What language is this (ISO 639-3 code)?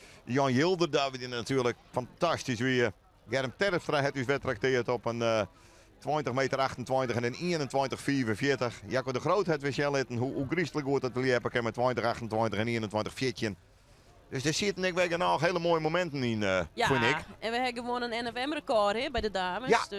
fry